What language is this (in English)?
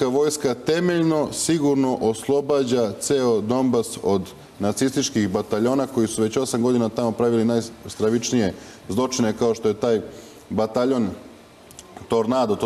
Serbian